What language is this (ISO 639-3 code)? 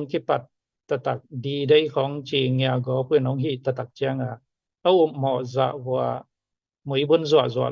ctd